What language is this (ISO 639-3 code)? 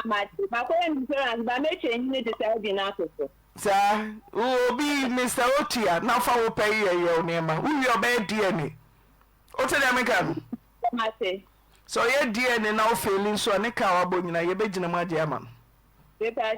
aka